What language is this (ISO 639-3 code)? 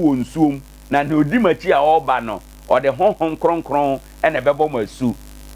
aka